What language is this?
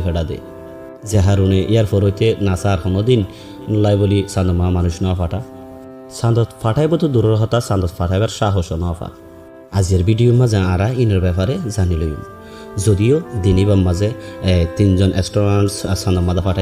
Rohingya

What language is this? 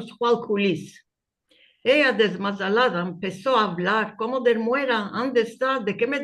Ladino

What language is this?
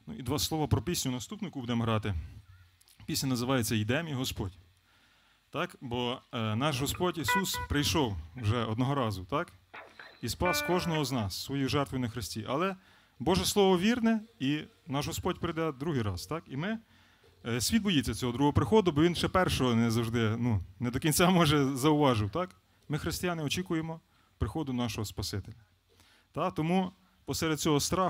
Ukrainian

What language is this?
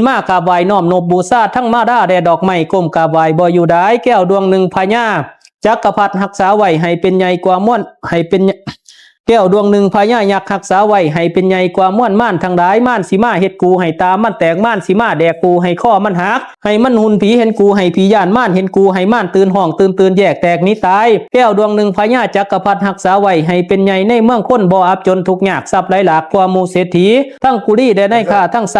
Pali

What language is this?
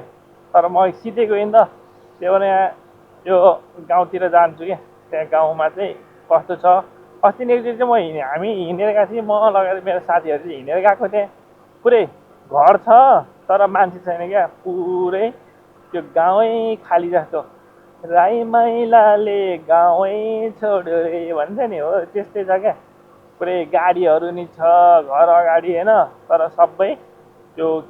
Nepali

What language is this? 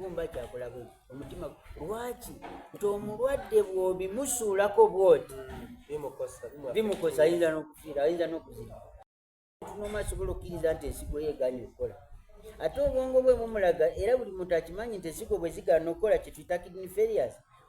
Soga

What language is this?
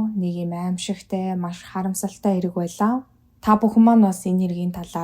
Mongolian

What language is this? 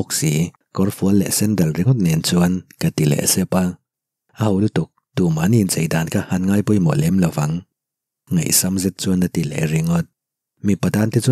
Mizo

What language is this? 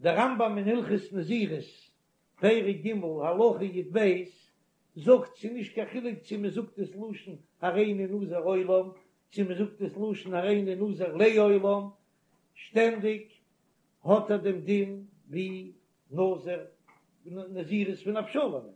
Yiddish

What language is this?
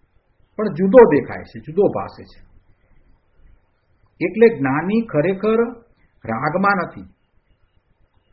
Gujarati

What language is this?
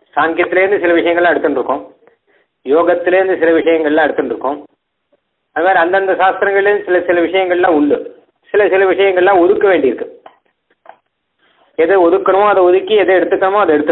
Tamil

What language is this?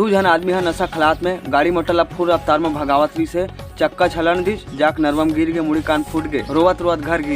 Chhattisgarhi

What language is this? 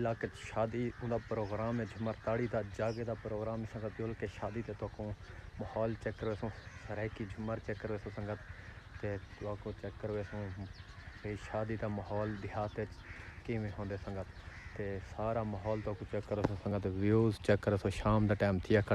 Saraiki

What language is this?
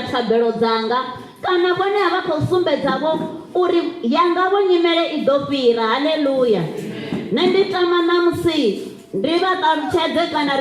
Venda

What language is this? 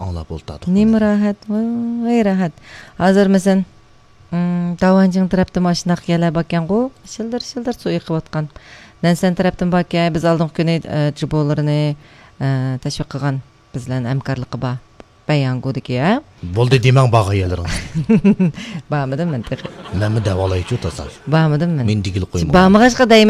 Uyghur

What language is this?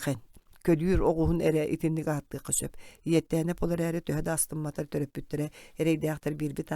Yakut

